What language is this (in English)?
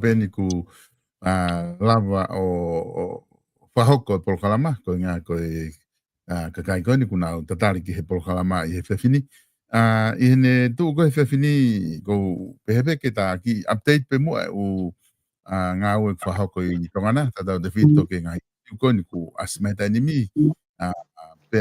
Tongan